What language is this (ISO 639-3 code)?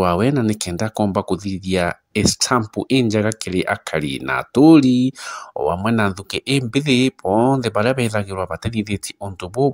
mer